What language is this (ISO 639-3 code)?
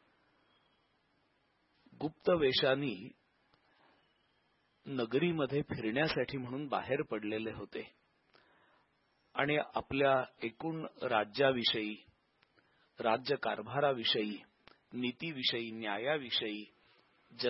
mar